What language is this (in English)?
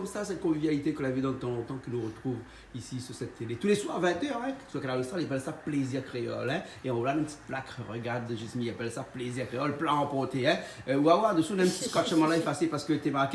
Réunion Creole French